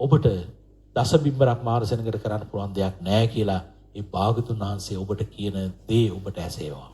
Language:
Sinhala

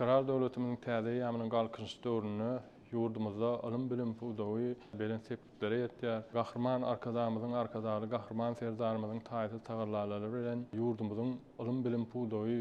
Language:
Turkmen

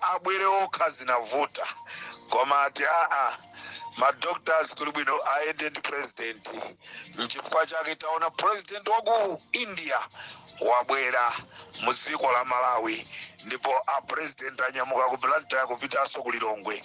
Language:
Nyanja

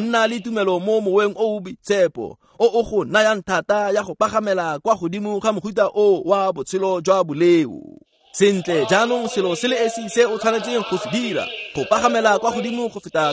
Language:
Tswana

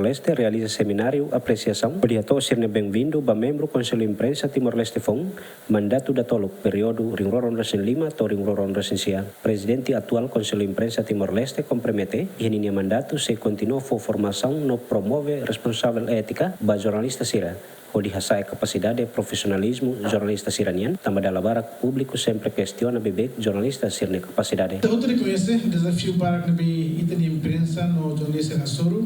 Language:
Tetum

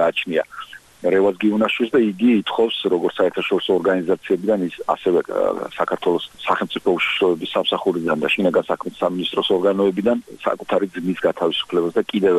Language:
Georgian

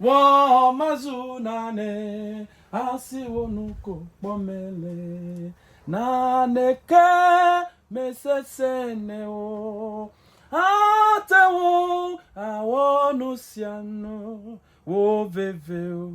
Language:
Ewe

